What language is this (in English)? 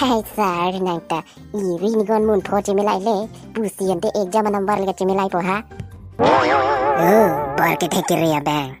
Karbi